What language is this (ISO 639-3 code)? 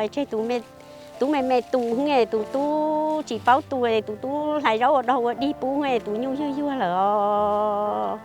hmn